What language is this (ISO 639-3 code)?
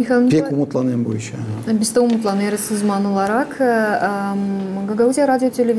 gag